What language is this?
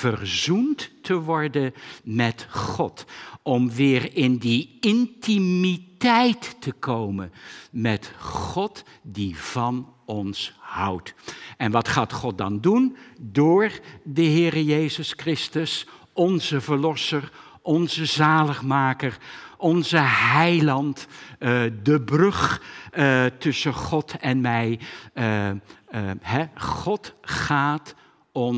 Dutch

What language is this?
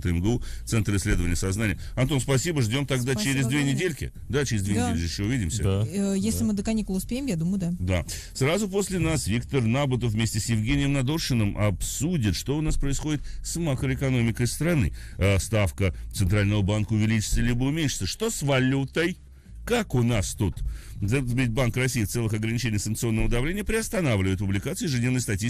Russian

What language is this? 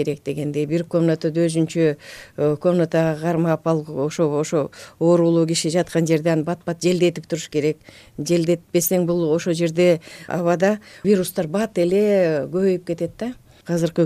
Kyrgyz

